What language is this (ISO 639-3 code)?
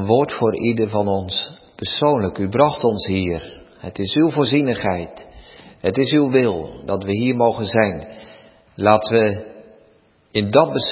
nld